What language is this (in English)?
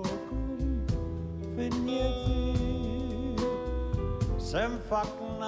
Icelandic